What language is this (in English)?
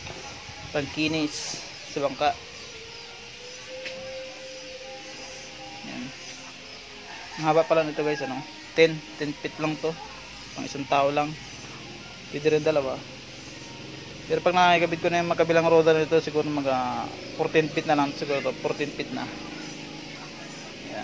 Filipino